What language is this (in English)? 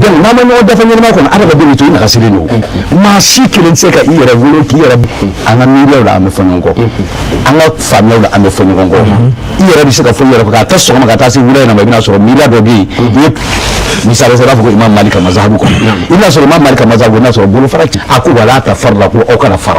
Bambara